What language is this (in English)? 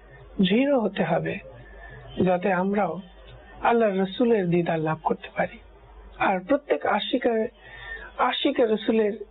Bangla